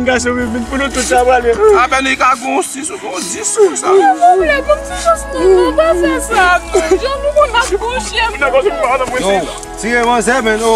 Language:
Haitian Creole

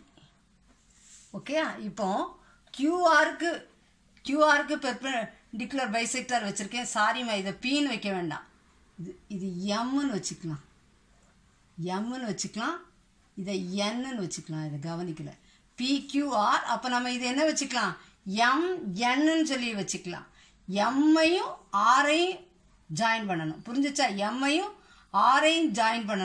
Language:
Tamil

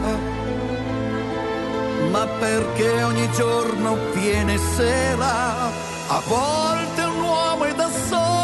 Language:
Italian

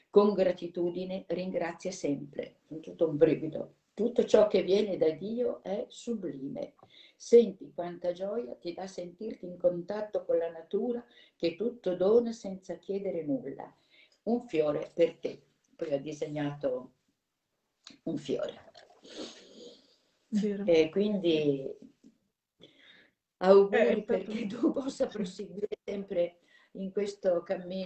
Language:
Italian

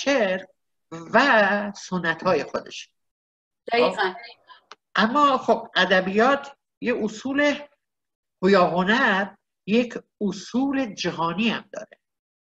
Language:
Persian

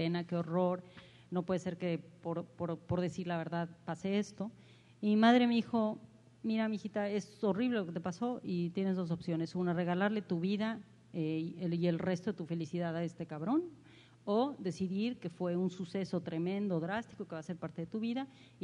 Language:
Spanish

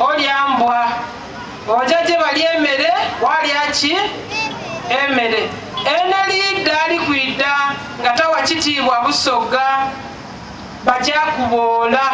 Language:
Soga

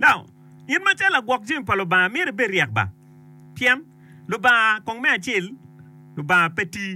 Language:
Acoli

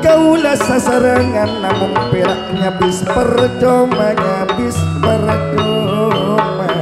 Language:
Madurese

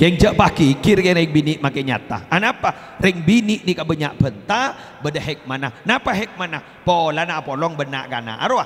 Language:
Madurese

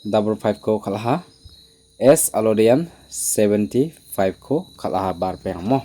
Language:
Garo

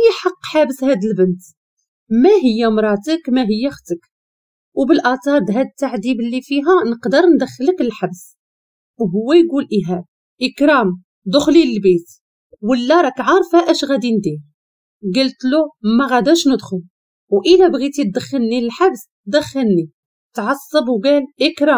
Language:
Moroccan Arabic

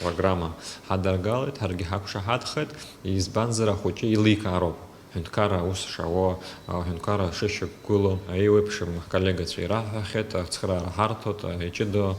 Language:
Abkhazian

